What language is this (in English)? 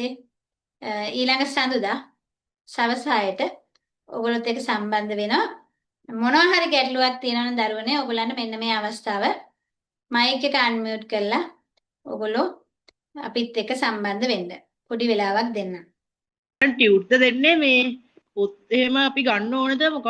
Sinhala